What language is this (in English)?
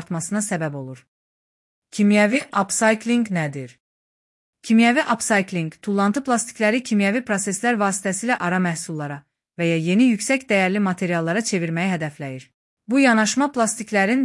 Azerbaijani